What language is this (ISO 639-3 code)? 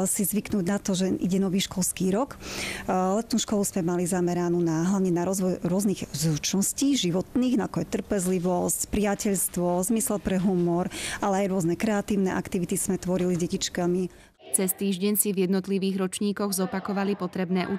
slk